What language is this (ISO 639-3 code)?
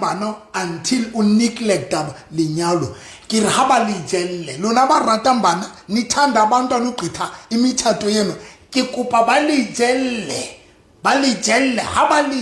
sot